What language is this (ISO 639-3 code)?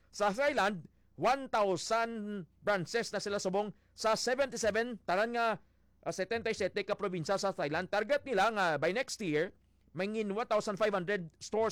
hil